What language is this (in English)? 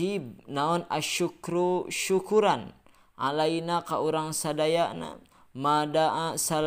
Sundanese